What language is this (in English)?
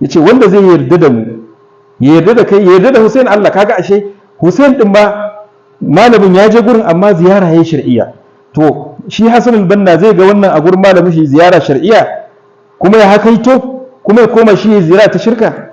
Hausa